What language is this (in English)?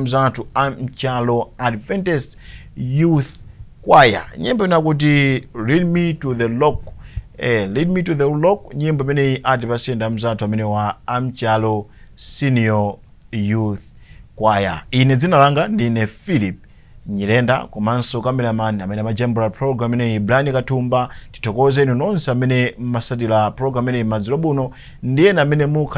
Nyanja